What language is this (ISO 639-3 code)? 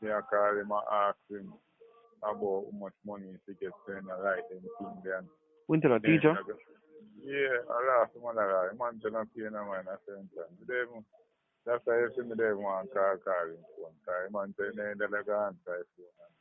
jam